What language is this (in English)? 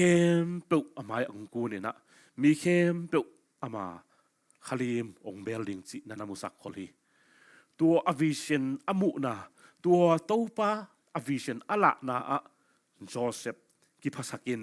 Tedim Chin